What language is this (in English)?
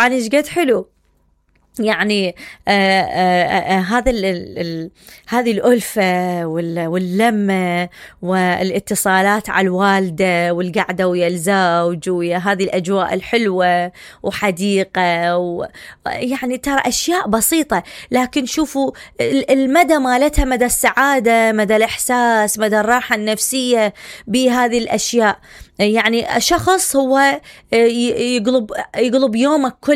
Mesopotamian Arabic